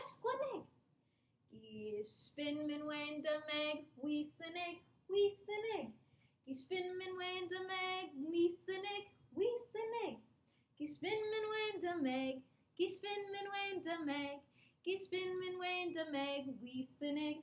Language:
Chippewa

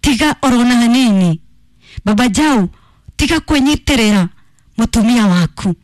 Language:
Kikuyu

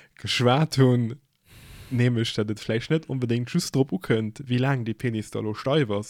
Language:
Luxembourgish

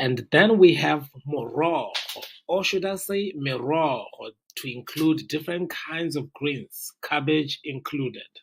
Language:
Tswana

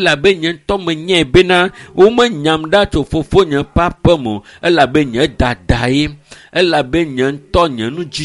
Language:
Ewe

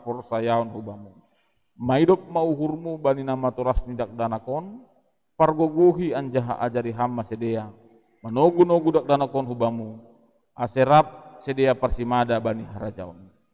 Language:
Batak Simalungun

